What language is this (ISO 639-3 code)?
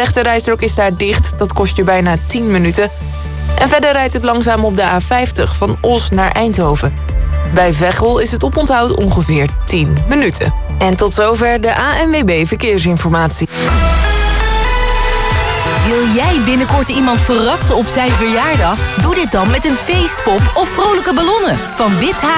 nld